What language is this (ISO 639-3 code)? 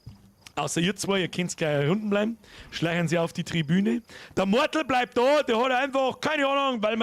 bar